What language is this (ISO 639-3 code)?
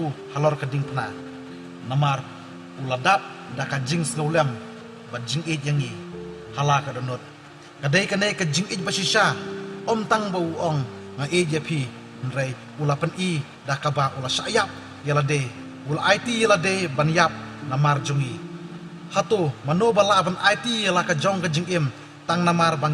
kha